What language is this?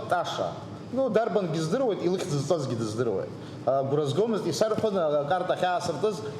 Abkhazian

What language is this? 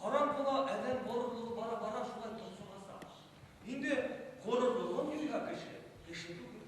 Bashkir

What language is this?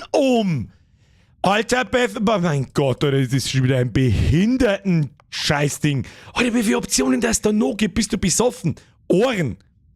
Bavarian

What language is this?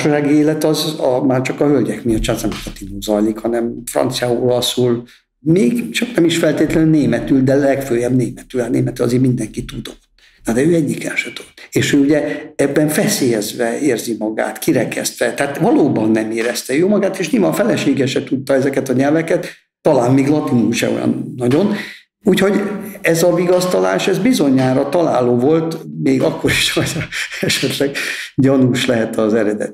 Hungarian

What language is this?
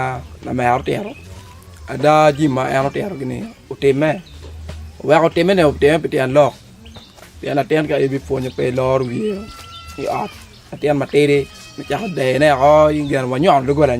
Acoli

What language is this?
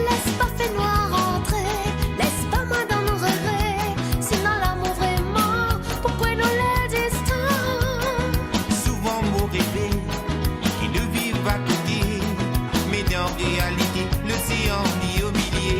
Morisyen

